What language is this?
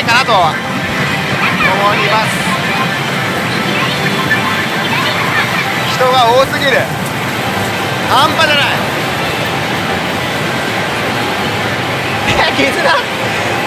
Japanese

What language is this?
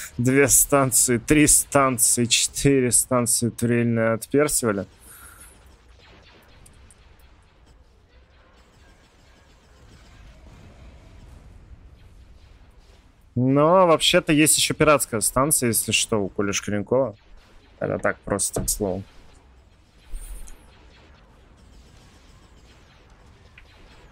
Russian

